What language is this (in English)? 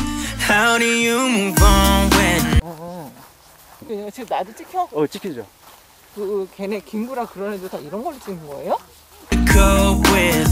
Korean